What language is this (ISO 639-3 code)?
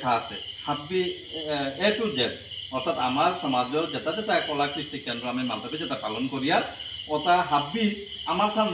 bpy